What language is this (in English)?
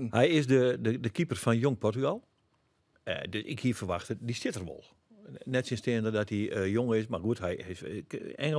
Western Frisian